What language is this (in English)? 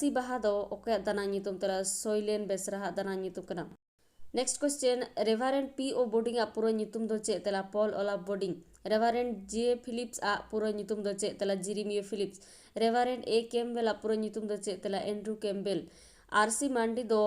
Santali